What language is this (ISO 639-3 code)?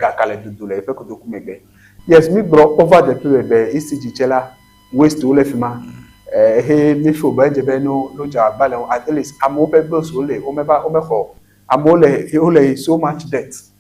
ewe